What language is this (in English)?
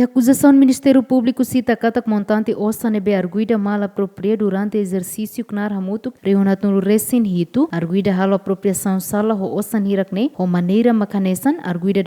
Tetum